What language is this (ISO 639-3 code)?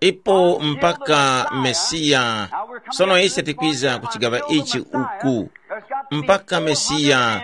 tum